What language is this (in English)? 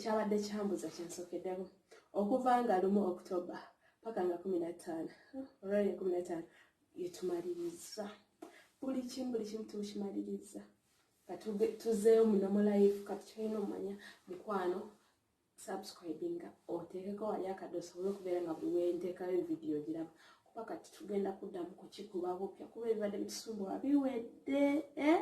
Ganda